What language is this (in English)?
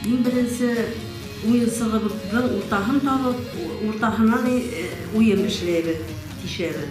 Bashkir